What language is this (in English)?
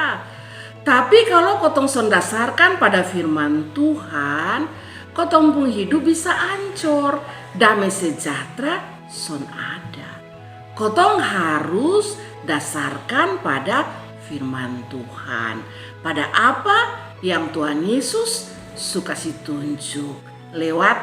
Kupang Malay